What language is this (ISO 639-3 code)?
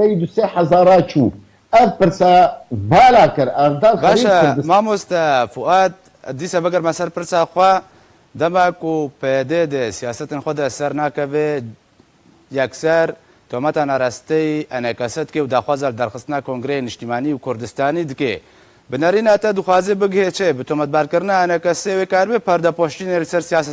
kur